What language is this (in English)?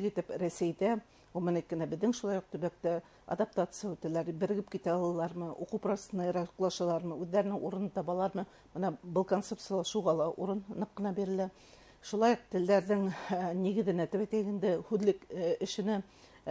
Bashkir